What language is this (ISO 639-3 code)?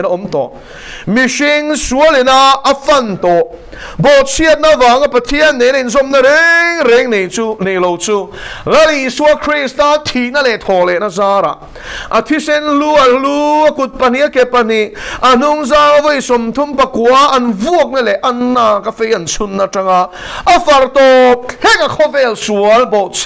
lus